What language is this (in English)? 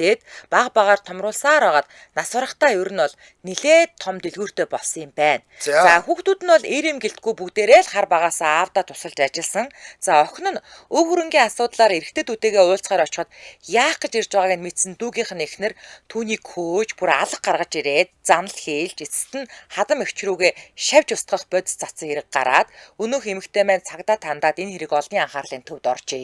Mongolian